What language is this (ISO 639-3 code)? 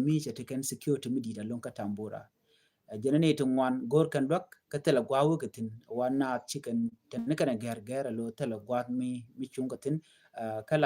nus